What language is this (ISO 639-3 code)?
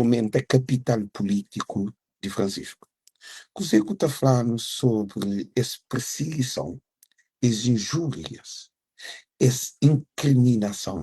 kea